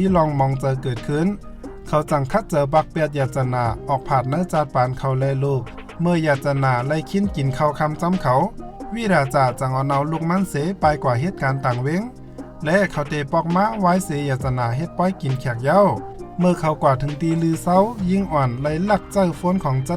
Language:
Shan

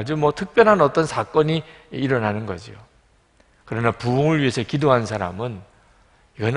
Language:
Korean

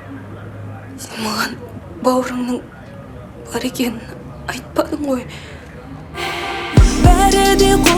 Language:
Kazakh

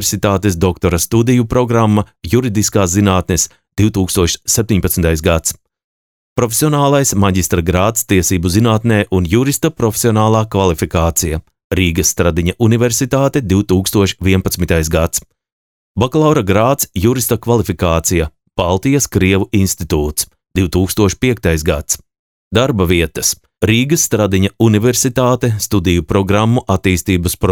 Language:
Latvian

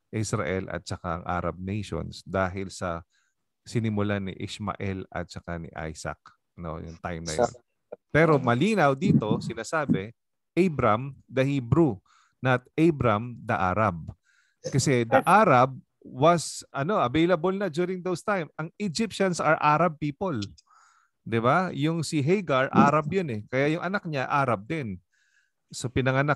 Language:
Filipino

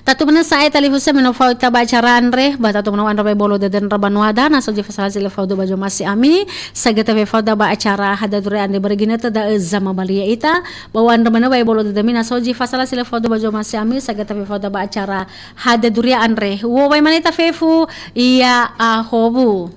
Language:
Nias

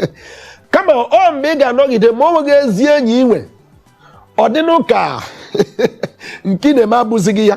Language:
Igbo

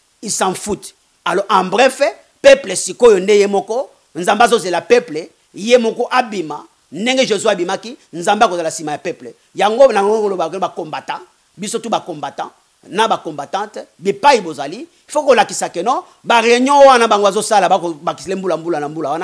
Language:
Lingala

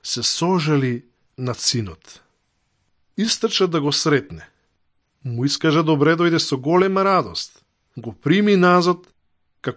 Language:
Macedonian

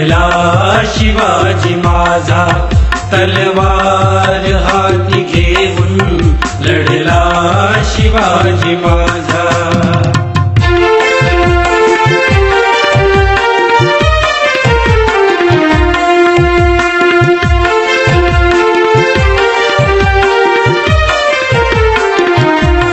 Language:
Marathi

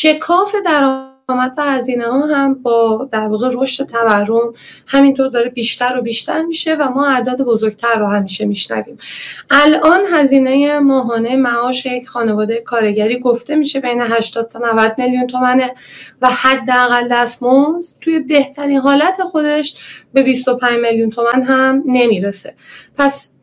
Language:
Persian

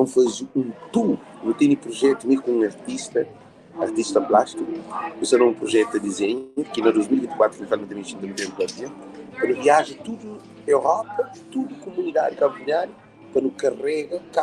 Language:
Kabuverdianu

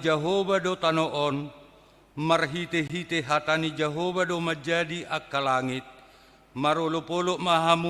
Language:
Batak Toba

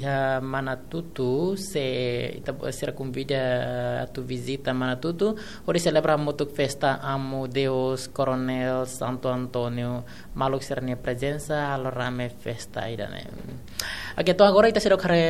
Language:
Tetum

